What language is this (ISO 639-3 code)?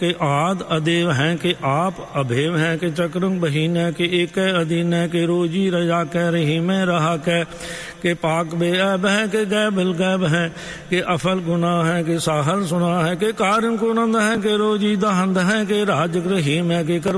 pan